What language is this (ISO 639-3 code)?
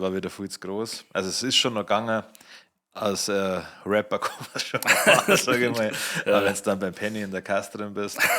bar